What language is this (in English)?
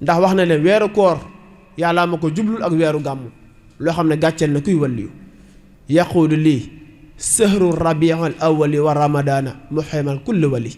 Wolof